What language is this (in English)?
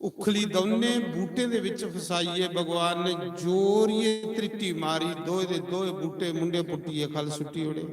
Dogri